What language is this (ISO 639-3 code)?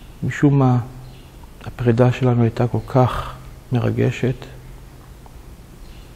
heb